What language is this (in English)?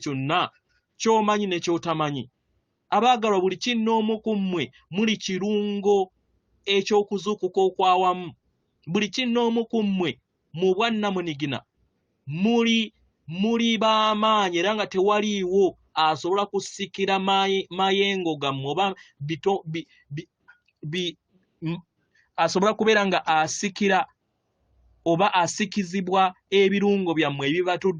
Ganda